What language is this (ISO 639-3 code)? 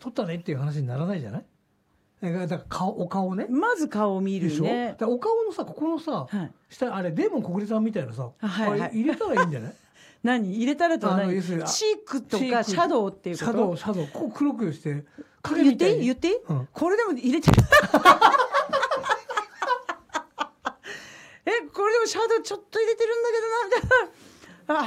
jpn